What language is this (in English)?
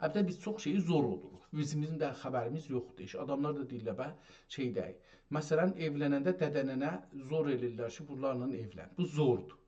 South Azerbaijani